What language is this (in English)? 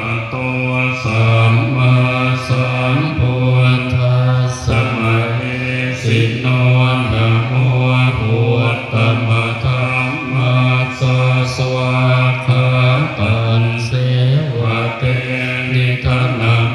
Pali